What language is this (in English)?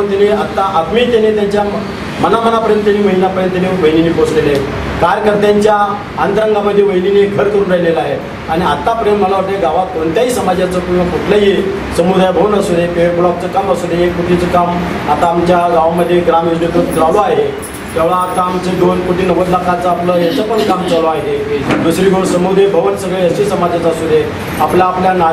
Marathi